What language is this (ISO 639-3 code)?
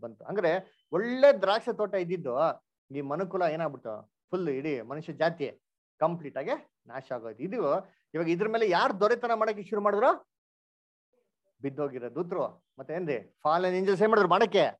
kan